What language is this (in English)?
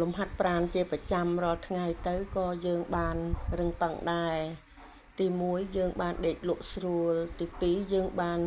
Khmer